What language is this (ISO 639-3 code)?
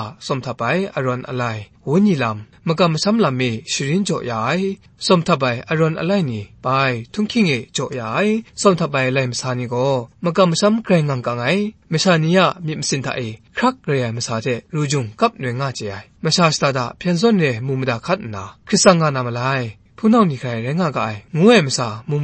kac